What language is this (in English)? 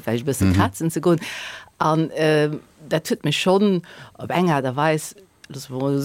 Luxembourgish